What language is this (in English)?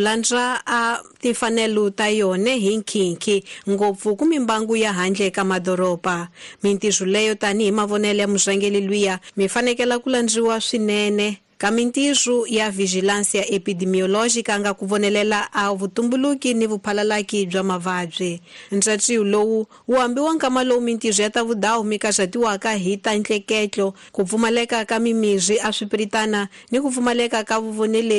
Tsonga